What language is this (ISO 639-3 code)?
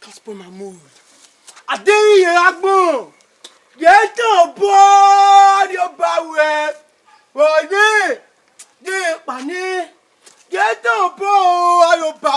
bin